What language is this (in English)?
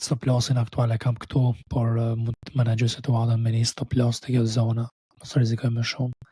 Albanian